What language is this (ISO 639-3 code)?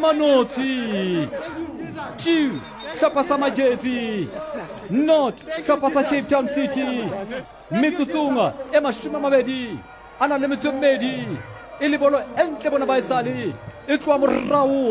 sot